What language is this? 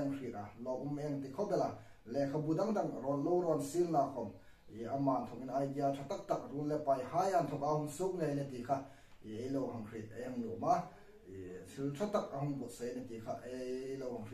Hmar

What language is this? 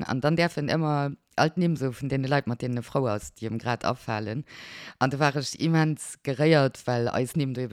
Luxembourgish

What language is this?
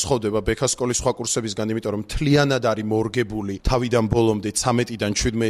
Georgian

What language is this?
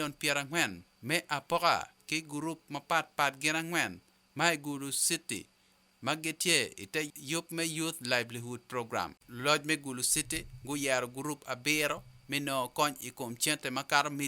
Acoli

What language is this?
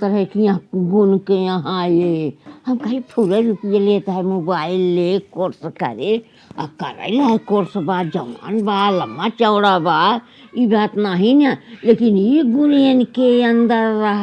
Awadhi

